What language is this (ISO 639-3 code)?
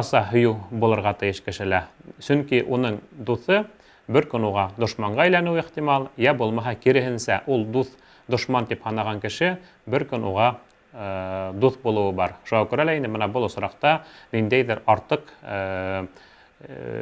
bak